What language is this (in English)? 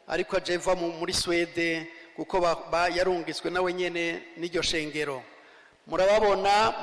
Rundi